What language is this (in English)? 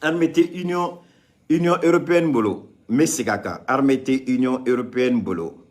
Bambara